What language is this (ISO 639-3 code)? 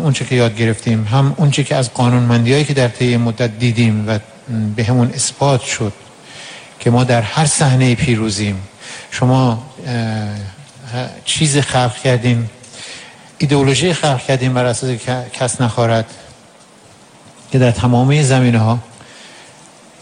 fas